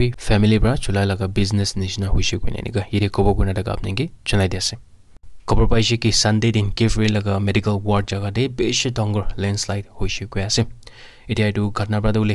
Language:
Naga Pidgin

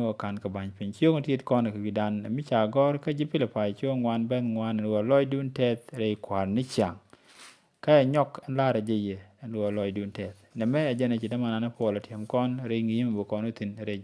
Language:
Nuer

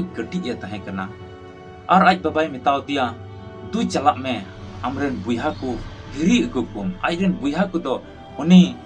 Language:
Santali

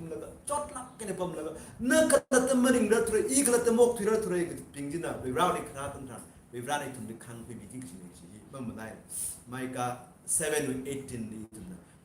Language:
Tangkhul Naga (India)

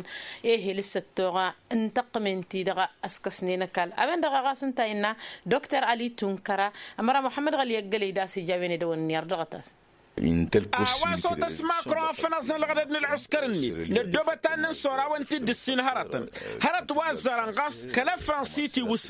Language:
Tamasheq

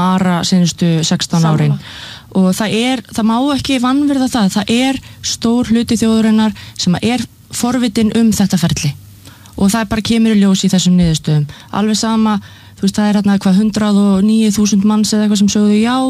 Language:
Icelandic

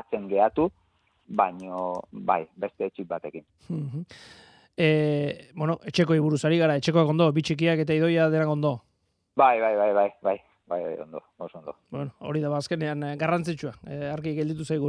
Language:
Basque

